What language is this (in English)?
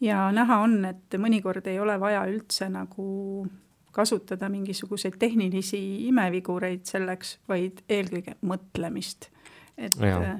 Estonian